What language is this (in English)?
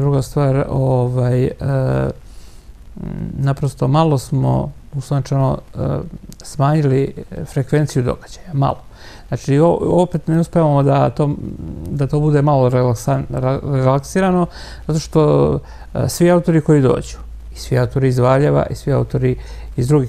Serbian